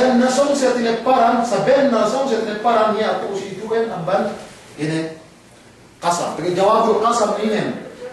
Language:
Yakan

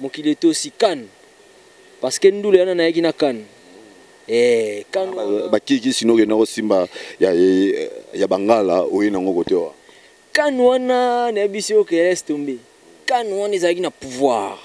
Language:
Lingala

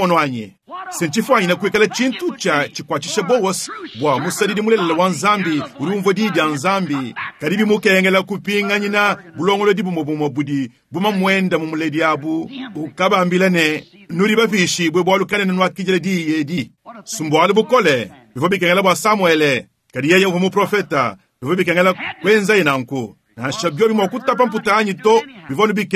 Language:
Luba-Lulua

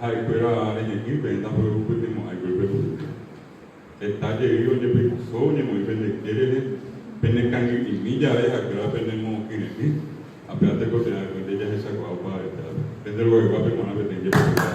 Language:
Guarani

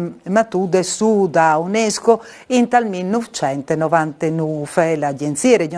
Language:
Friulian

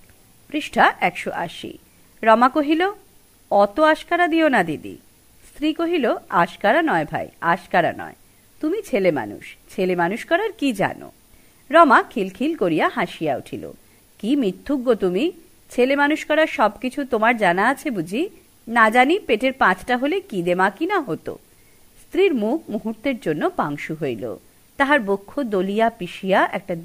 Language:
Bangla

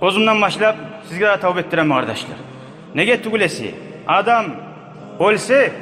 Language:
Kumyk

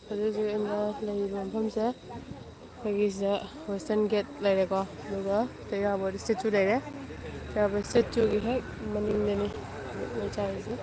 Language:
Manipuri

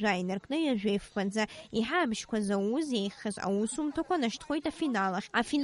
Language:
Abkhazian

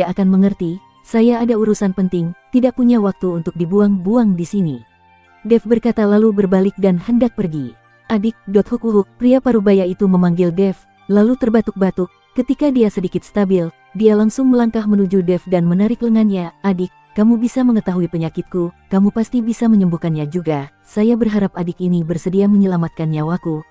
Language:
Indonesian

